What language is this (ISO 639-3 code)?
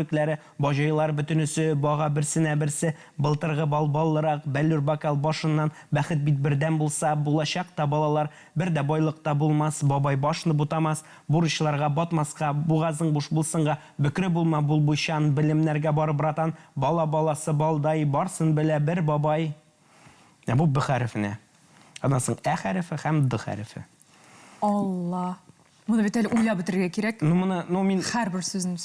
tat